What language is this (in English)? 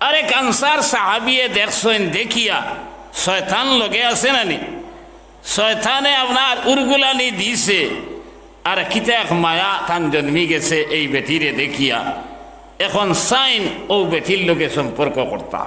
Sylheti